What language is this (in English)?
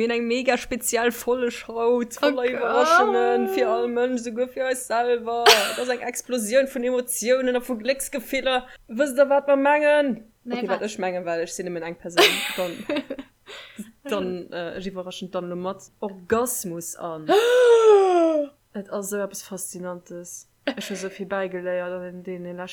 Luxembourgish